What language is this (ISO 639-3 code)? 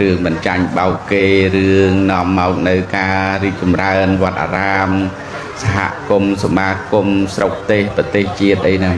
khm